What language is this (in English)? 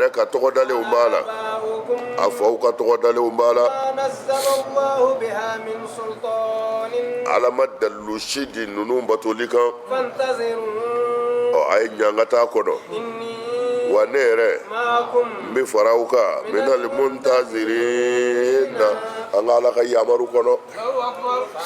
Bambara